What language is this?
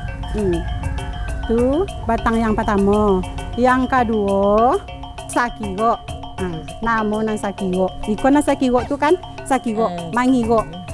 Minangkabau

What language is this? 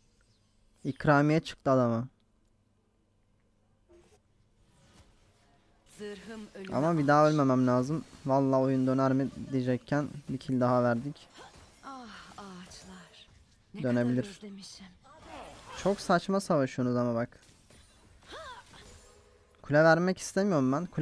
Turkish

